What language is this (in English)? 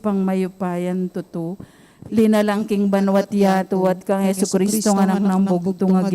Pampanga